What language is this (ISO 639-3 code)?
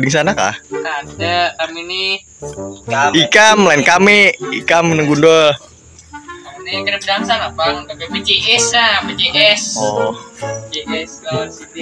bjn